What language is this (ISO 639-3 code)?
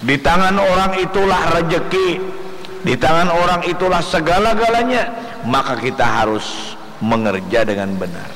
bjn